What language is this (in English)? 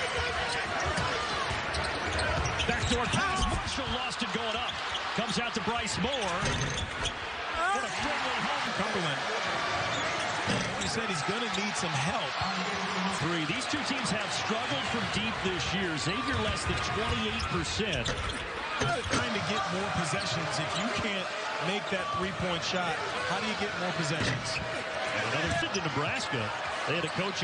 English